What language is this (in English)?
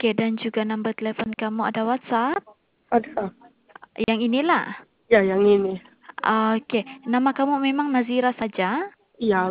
Malay